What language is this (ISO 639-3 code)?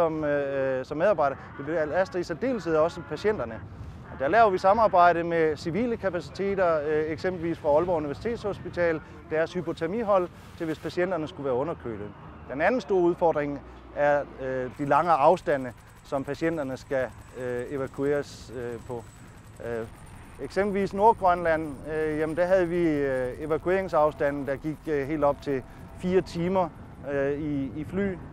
dan